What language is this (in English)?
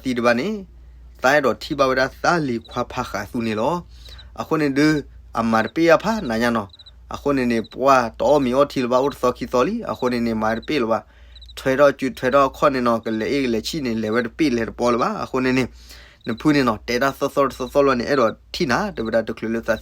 S'gaw Karen